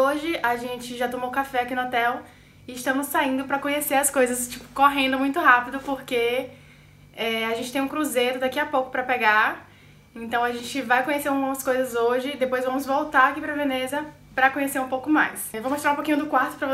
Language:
Portuguese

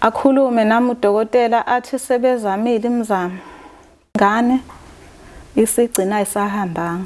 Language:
Zulu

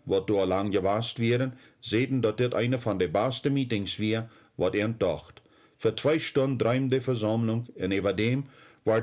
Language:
Plautdietsch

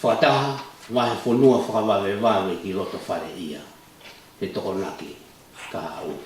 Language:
Tongan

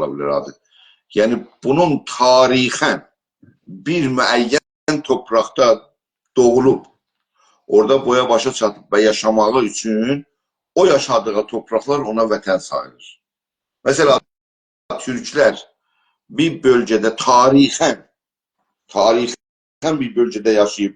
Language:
South Azerbaijani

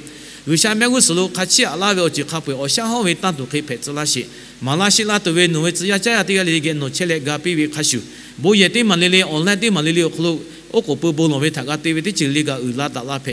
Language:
Lahu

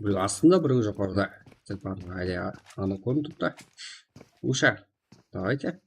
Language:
Kara-Kalpak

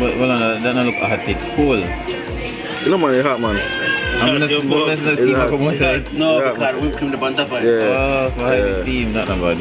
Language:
Jamaican Creole English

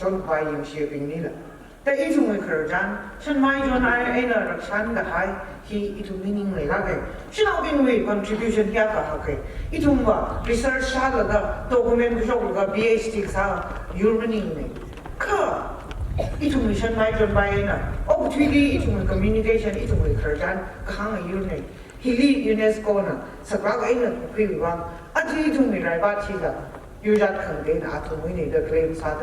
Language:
Tangkhul Naga (India)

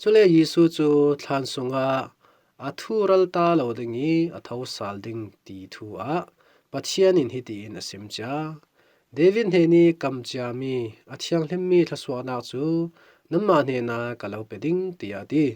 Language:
Falam Chin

